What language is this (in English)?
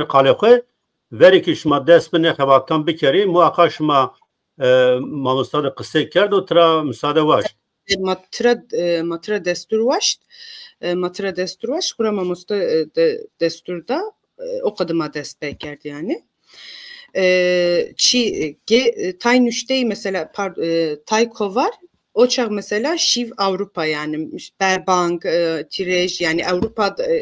Zaza